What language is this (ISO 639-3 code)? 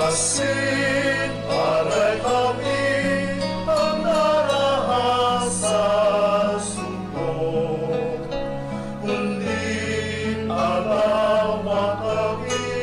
bik